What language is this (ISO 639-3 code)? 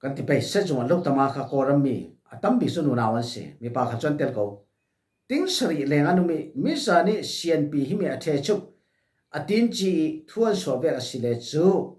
cfm